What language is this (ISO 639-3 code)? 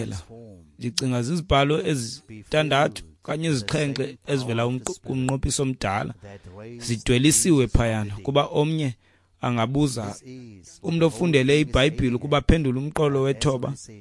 xho